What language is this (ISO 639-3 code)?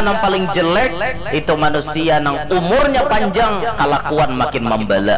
bjn